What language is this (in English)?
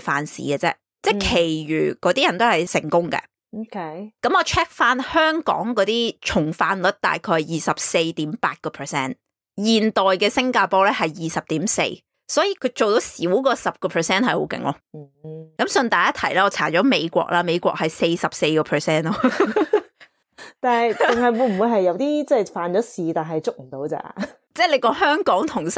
Cantonese